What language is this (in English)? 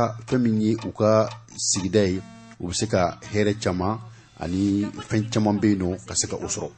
Bambara